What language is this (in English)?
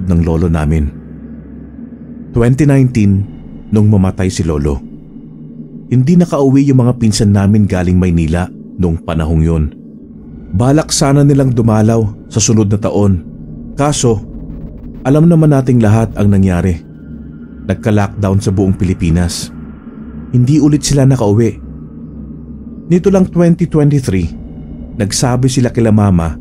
Filipino